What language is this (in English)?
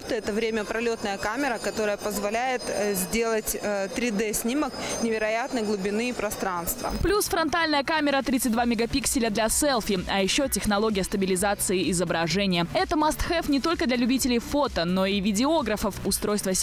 Russian